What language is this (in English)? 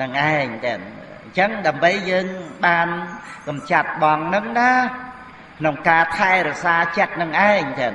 Khmer